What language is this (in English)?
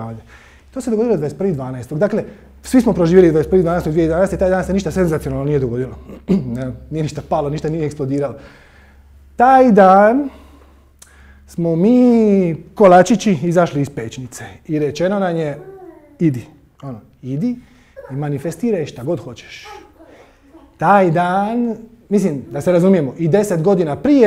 Croatian